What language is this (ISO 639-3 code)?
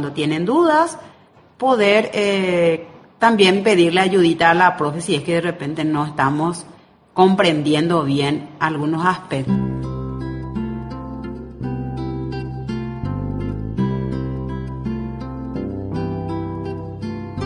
spa